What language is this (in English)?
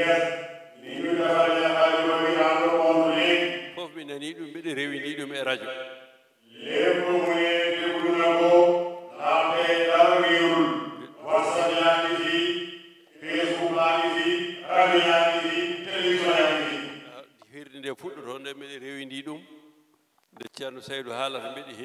Fula